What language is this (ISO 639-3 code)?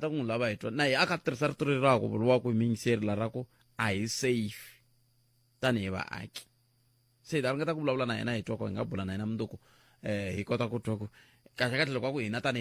tso